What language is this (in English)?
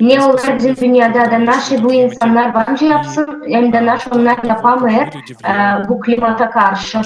Gagauz